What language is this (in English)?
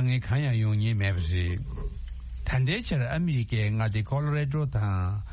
Tibetan